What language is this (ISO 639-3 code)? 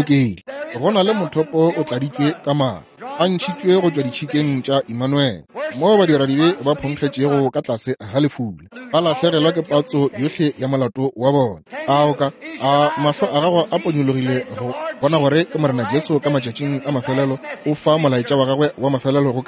nso